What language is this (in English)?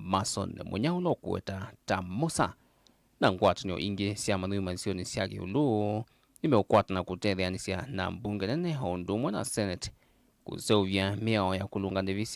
Kamba